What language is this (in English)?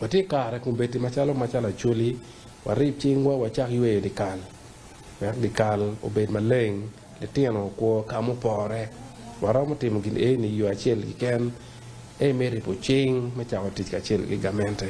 Acoli